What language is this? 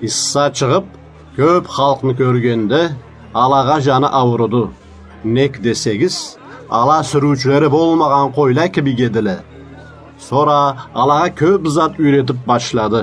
Karachay-Balkar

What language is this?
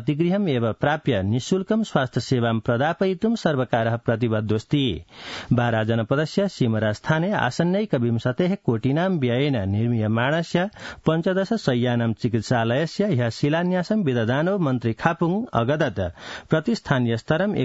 Sanskrit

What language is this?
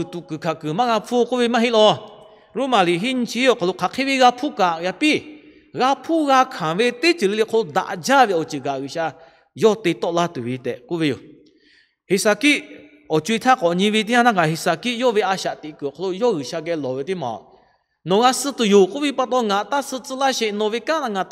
Lahu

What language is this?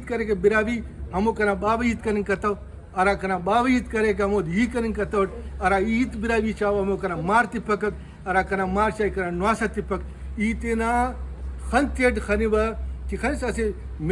Brahui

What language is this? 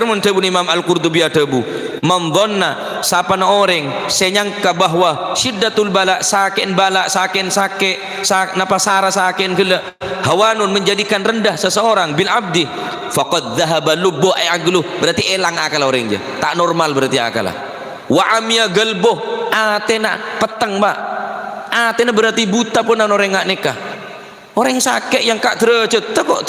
Madurese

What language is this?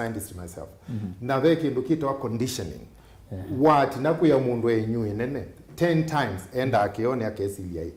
Kamba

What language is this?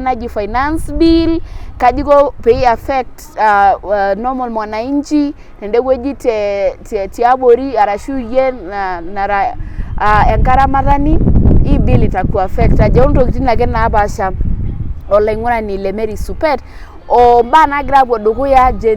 Masai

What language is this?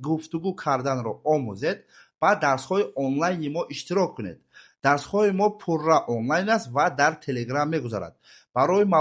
Tajik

